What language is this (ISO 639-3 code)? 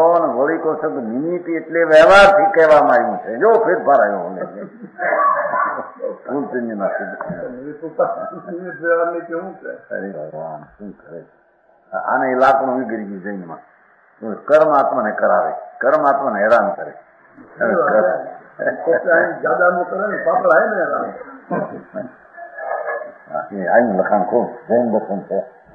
guj